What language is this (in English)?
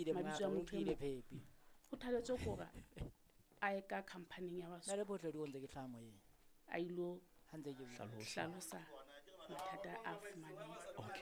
Southern Sotho